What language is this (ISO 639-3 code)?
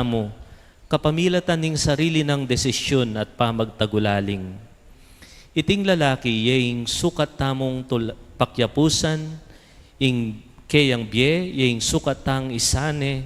pam